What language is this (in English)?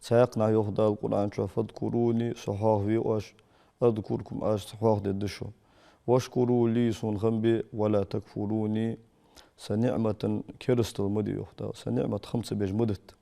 Ingush